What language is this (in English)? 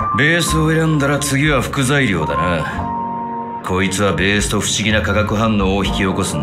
Japanese